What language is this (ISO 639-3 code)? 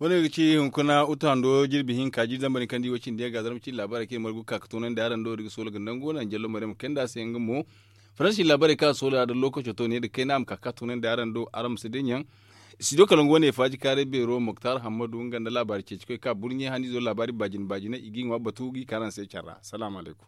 dje